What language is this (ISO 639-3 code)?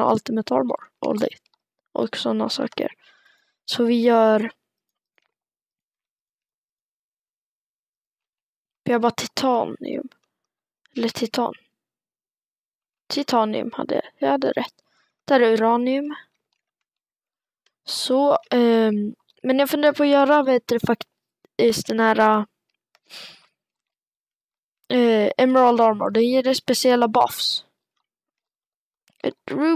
swe